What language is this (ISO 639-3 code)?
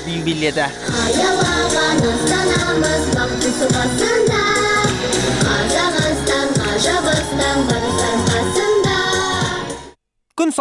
kaz